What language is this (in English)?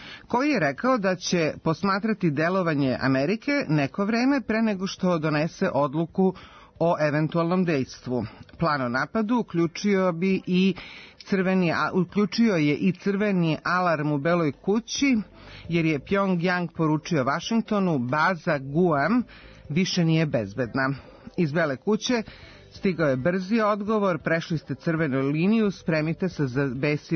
Serbian